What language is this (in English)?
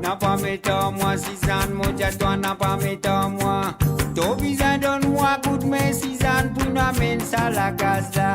Morisyen